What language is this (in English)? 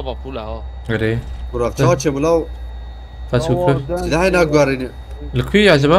Kurdish